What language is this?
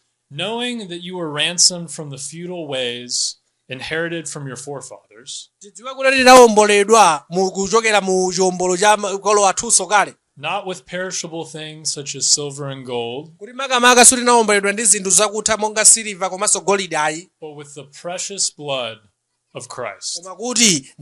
Nyanja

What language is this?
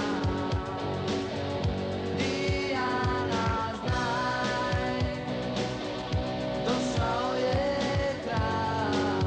Serbian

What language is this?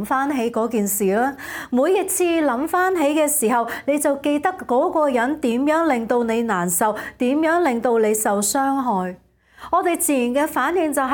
Cantonese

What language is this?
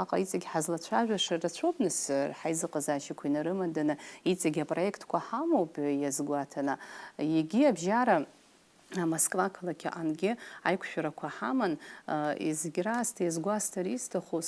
Abkhazian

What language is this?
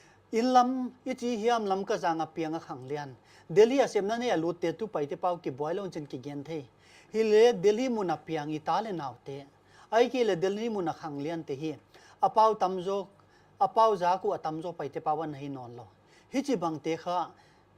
Paite Chin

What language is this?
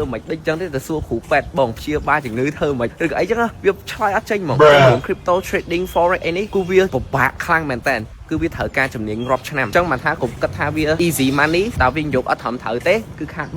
Khmer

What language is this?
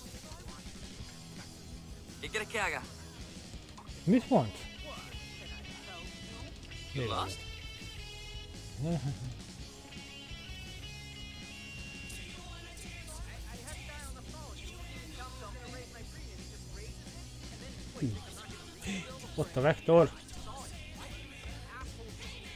Hungarian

